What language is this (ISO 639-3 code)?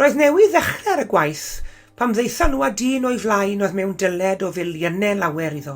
cym